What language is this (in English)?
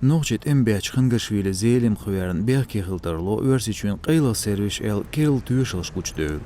Chechen